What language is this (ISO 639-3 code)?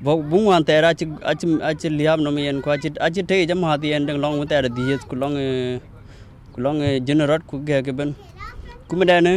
din